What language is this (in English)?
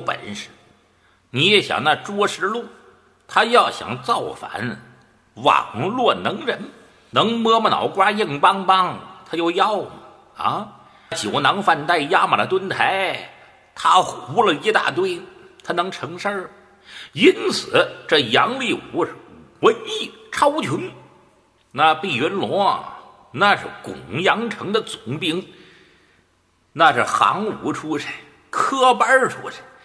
Chinese